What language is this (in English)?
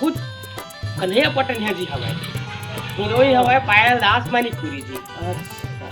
Chhattisgarhi